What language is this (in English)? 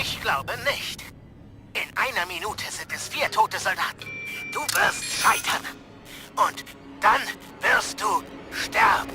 Bavarian